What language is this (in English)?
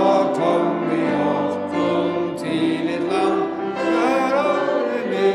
Faroese